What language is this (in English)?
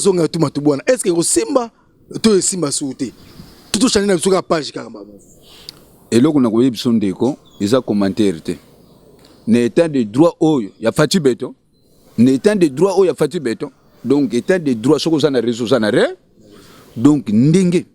Lingala